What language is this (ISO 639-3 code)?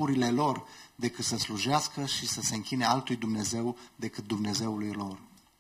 ron